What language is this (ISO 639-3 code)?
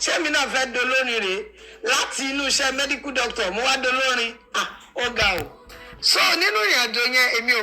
yor